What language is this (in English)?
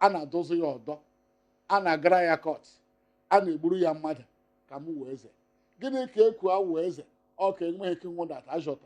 Igbo